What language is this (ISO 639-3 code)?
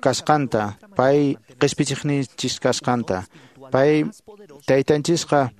que